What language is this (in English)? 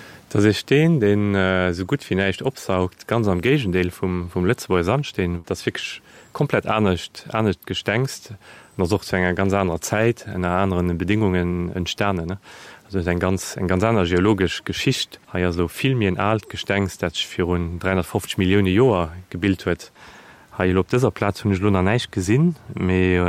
Luxembourgish